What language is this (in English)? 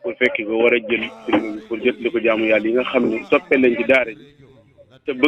Wolof